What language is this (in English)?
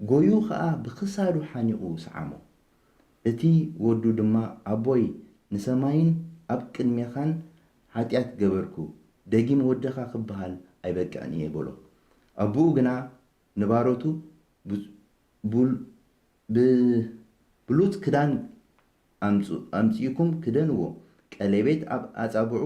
Tigrinya